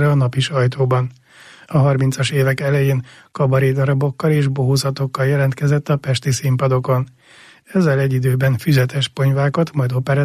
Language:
Hungarian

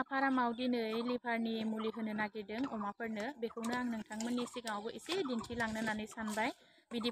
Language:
Bodo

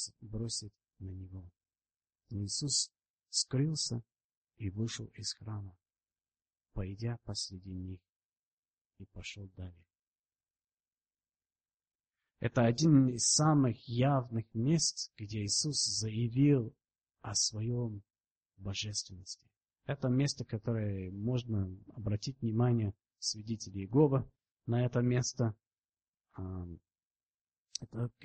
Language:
Russian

